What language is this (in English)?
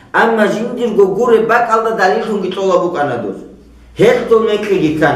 Avaric